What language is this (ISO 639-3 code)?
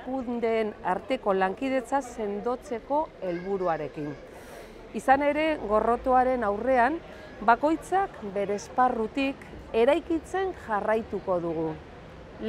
eus